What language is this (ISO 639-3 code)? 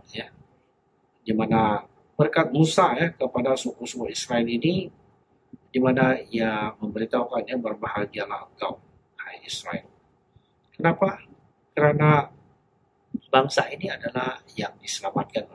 ind